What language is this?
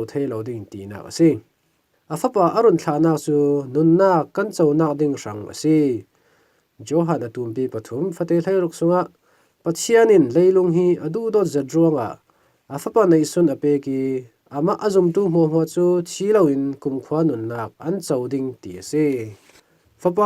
Falam Chin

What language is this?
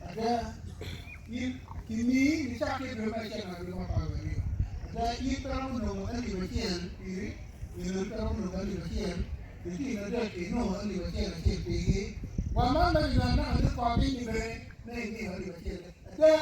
Acoli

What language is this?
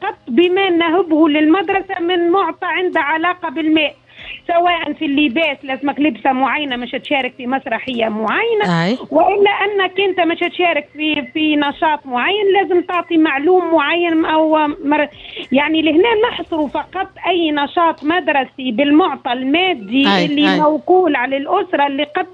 Tunisian Arabic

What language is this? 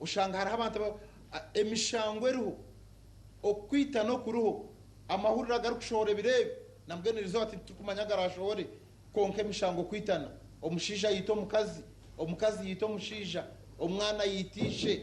Nyankole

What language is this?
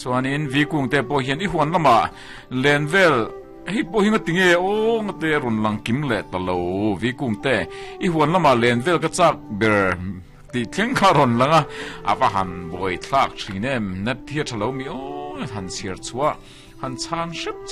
Mizo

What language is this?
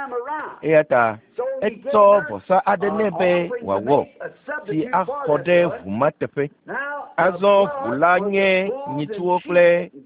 Ewe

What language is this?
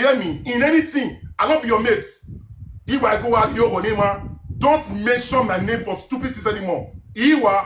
Nigerian Pidgin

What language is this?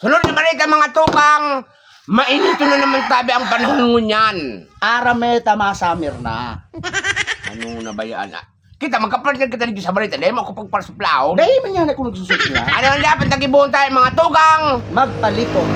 Bikol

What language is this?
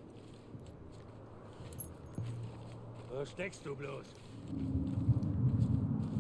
German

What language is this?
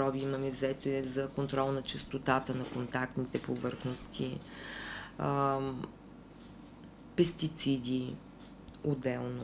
Bulgarian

